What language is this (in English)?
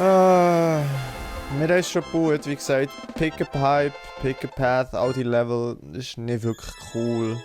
Swiss German